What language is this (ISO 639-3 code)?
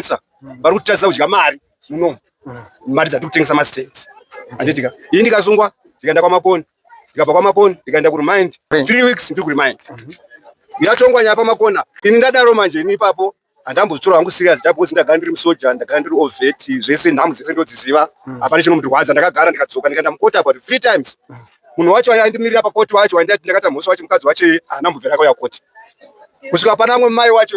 sna